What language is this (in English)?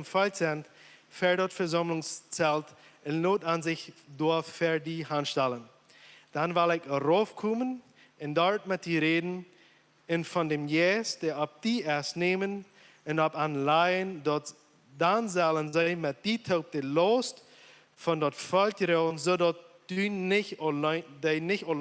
Plautdietsch